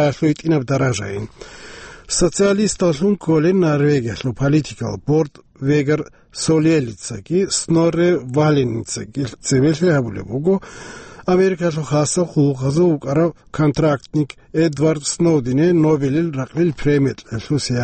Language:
Avaric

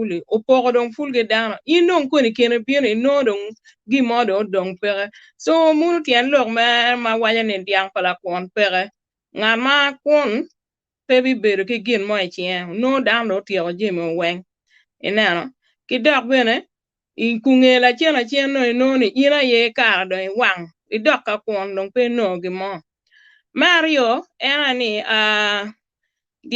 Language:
Acoli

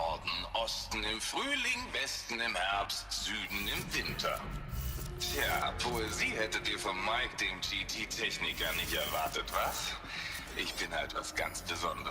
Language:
Swiss German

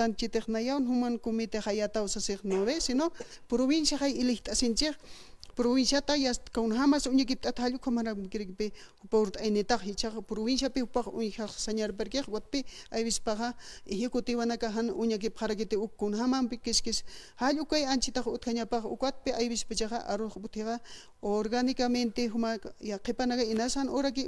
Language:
Aymara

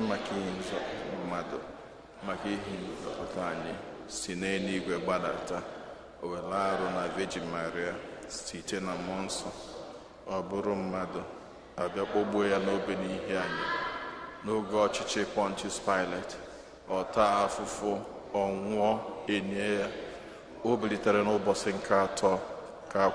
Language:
Igbo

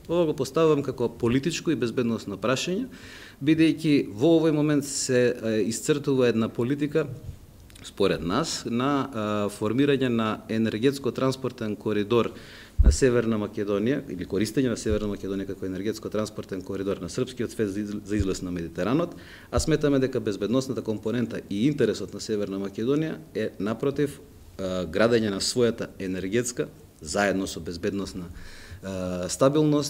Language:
Macedonian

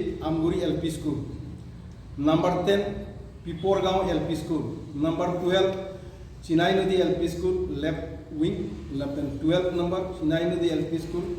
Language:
Karbi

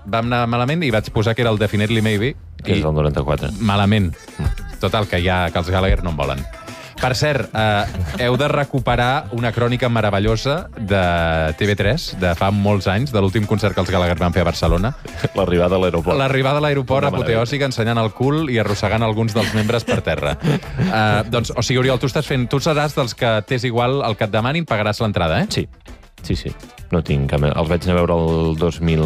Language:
Catalan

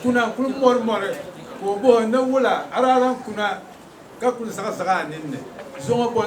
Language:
Dagbani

